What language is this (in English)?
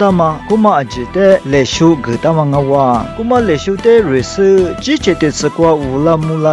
Lisu